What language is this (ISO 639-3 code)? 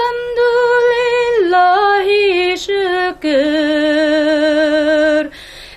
bak